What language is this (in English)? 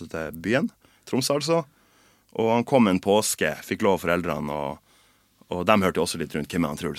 Norwegian